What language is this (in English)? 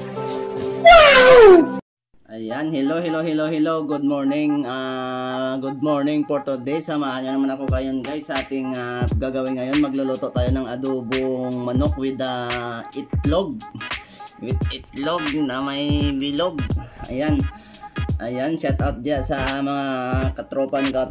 Filipino